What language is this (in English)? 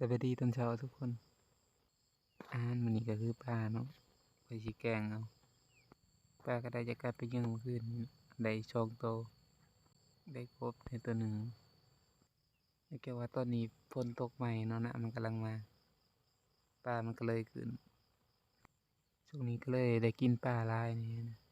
Lao